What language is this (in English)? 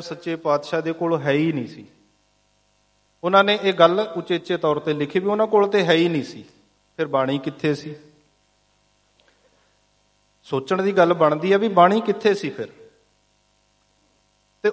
Punjabi